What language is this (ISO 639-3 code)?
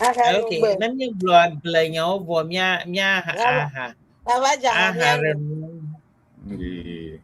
ewe